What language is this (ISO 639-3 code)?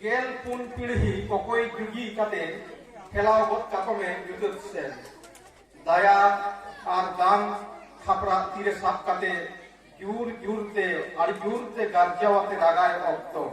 sat